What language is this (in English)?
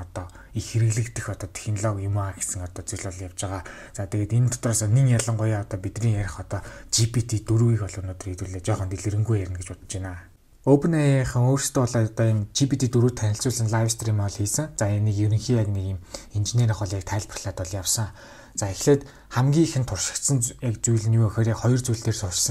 Mongolian